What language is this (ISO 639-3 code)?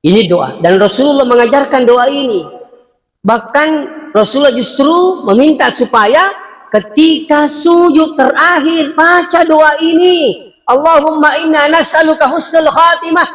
bug